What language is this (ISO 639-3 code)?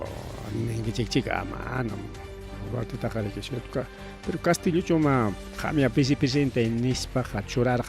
quy